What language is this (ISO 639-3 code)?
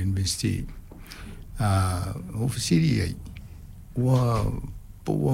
smo